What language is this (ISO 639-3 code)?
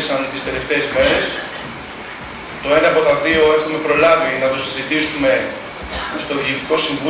ell